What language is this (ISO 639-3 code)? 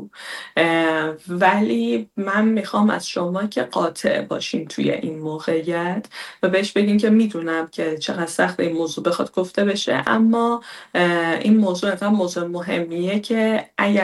fas